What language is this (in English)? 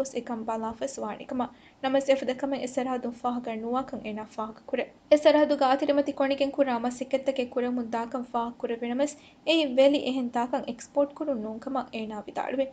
Divehi